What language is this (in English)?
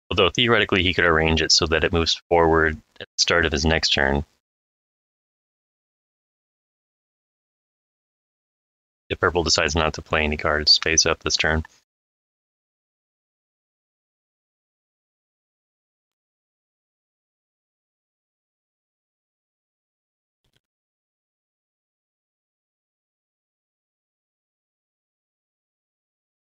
English